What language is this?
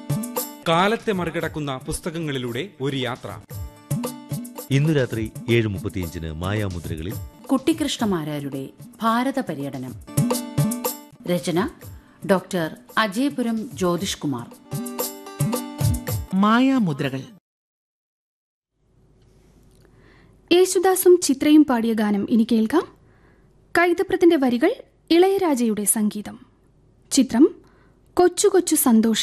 Malayalam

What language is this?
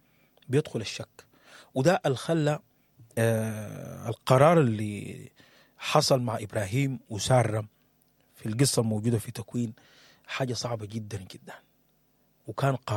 Sudanese Arabic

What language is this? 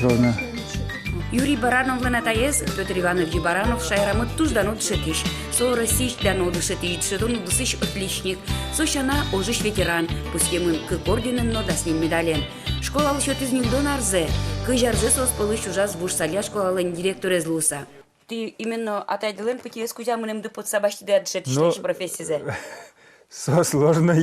Udmurt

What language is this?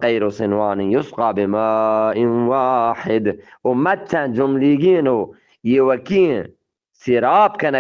Eastern Balochi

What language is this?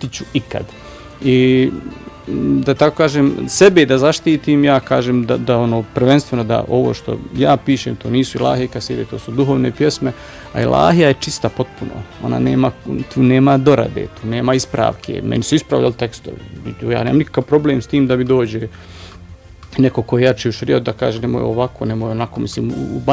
Bosnian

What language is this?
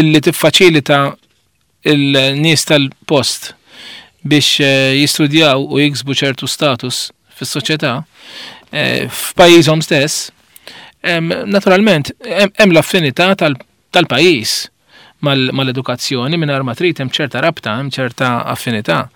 Maltese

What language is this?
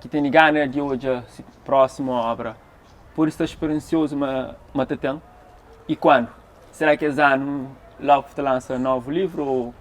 Kabuverdianu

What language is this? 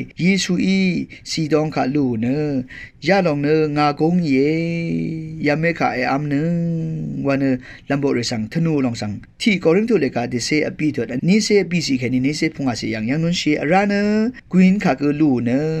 Rawang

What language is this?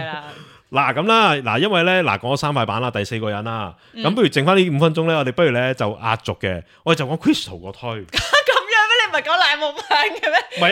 Cantonese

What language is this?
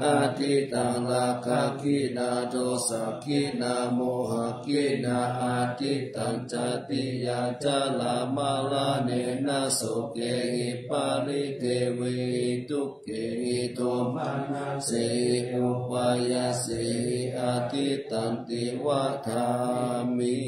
Pali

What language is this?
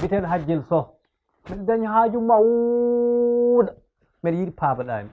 Fula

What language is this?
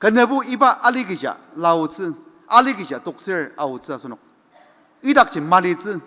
Ao Naga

